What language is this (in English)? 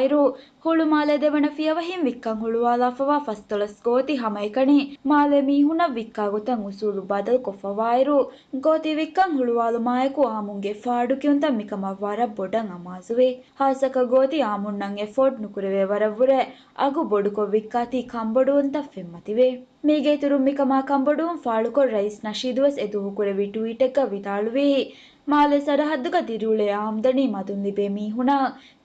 Divehi